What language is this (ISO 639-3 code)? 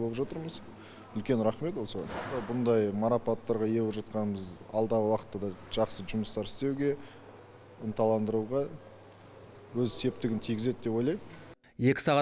kaz